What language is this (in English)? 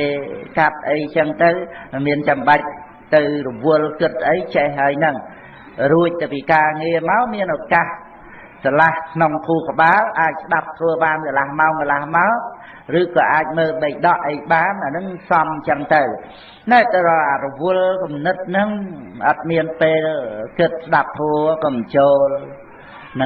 Khmer